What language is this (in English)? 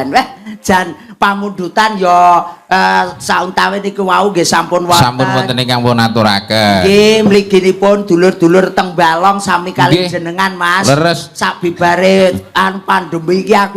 Javanese